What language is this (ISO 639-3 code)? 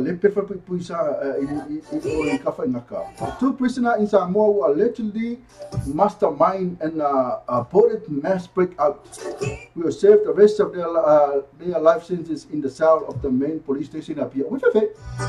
smo